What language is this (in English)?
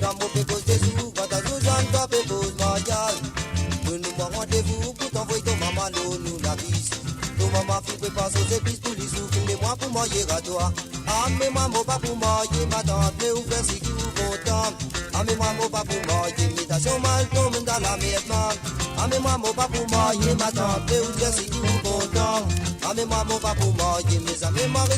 Morisyen